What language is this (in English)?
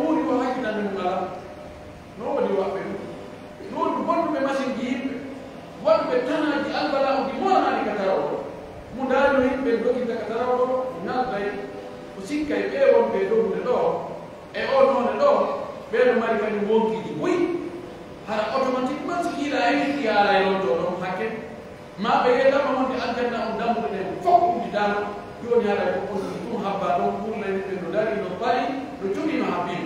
Pular